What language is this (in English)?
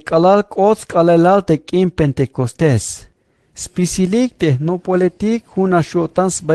Tzeltal